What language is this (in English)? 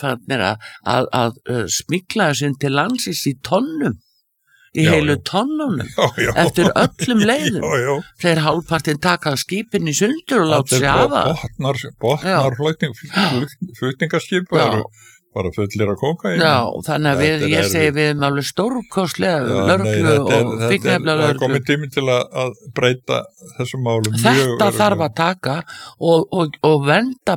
Icelandic